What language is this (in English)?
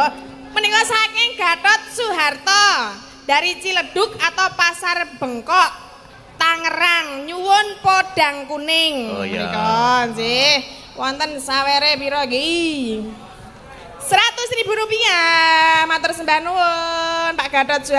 Javanese